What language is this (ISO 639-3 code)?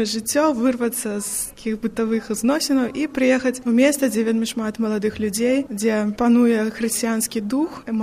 bel